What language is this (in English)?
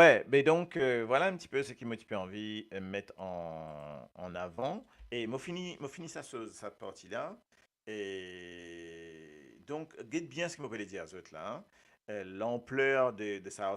Morisyen